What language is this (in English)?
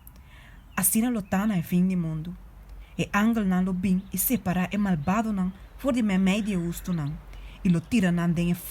Papiamento